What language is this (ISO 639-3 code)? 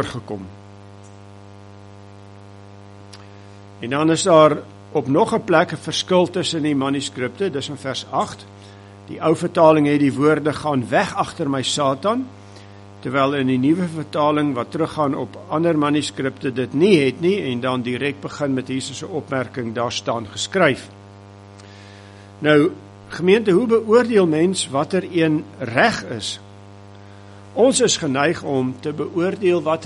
afr